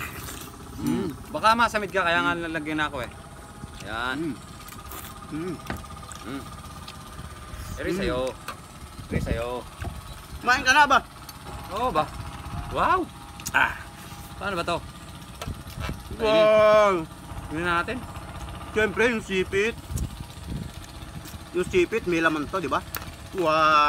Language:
Filipino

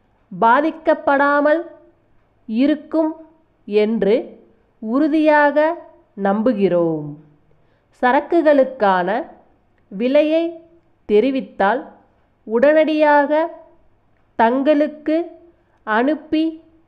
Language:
Tamil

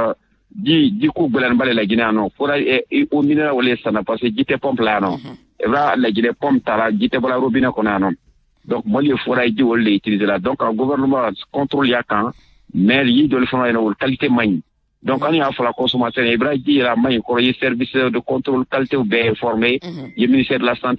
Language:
Bambara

